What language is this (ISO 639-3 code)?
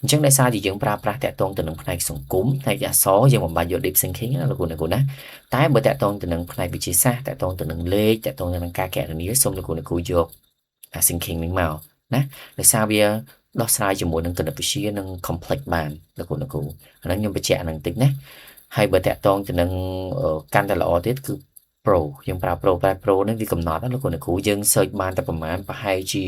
khm